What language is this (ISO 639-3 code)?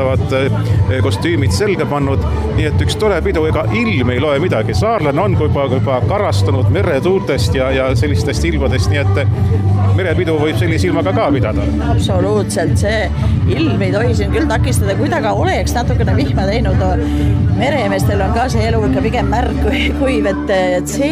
est